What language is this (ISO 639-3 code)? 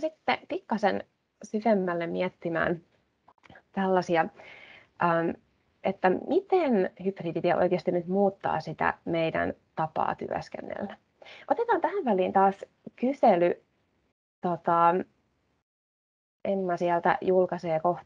fin